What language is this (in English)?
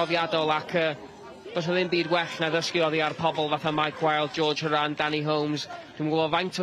Welsh